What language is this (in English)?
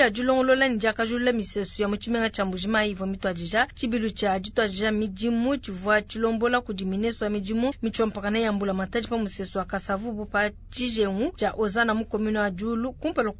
Luba-Lulua